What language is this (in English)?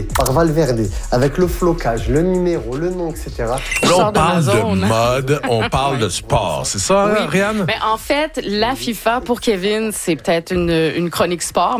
French